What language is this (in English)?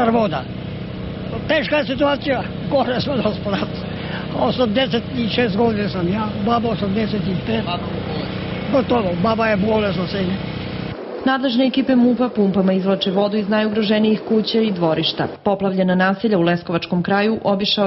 Serbian